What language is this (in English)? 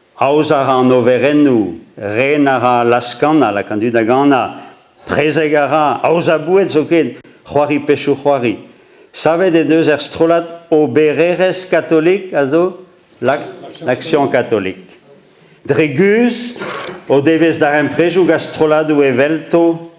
Breton